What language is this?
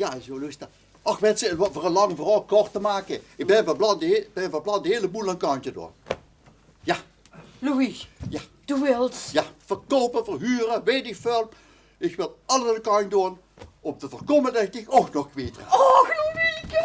Limburgish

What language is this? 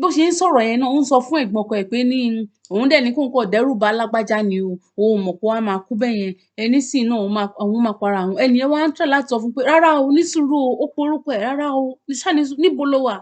Yoruba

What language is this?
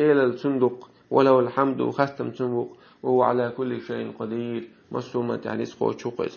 Chechen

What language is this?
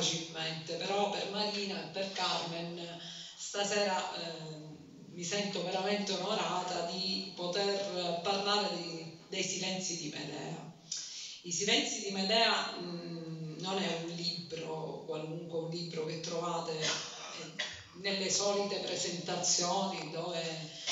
Italian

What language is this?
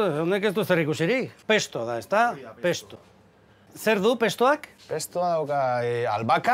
Basque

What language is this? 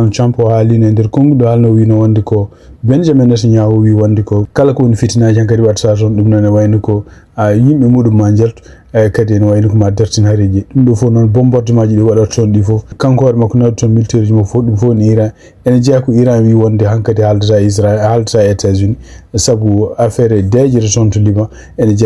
Fula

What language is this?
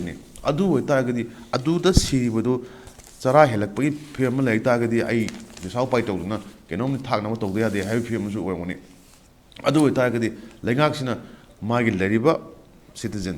Manipuri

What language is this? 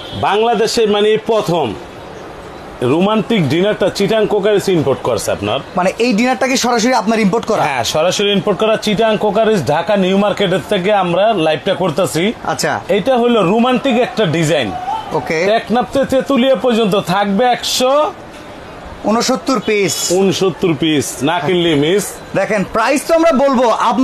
Bangla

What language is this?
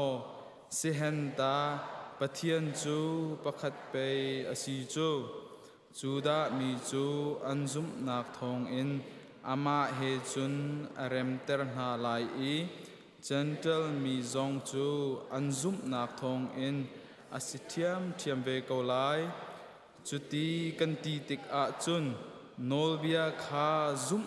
Hakha Chin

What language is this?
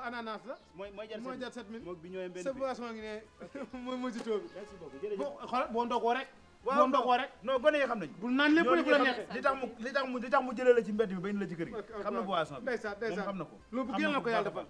Wolof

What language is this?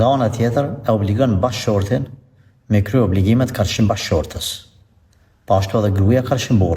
Albanian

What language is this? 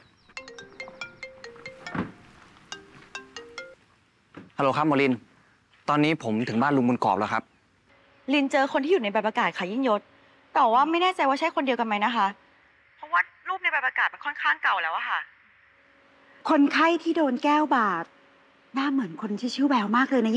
Thai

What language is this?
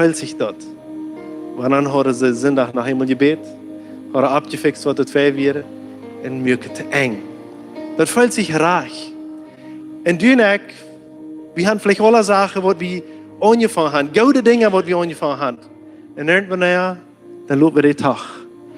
Plautdietsch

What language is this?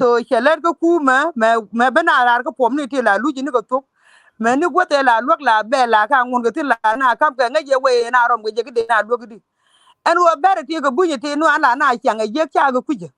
Nuer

